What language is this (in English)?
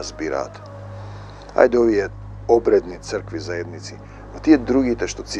Macedonian